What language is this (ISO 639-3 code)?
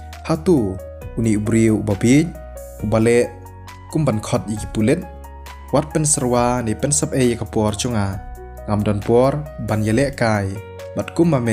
kha